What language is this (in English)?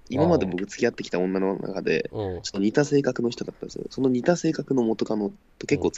Japanese